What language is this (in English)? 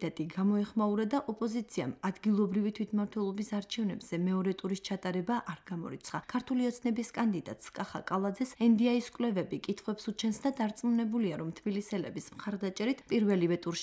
Georgian